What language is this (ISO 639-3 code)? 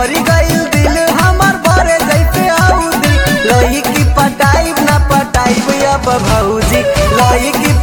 bho